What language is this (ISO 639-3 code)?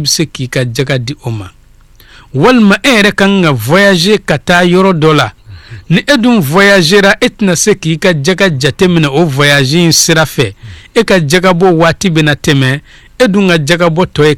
bam